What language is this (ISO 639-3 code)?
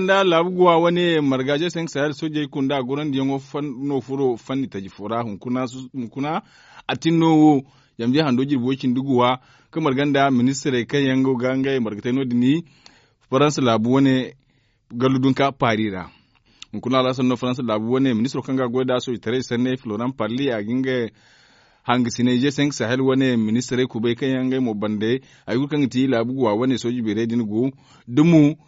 dje